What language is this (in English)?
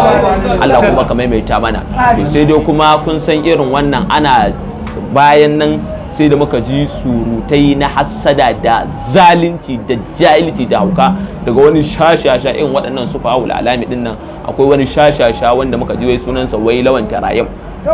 Hausa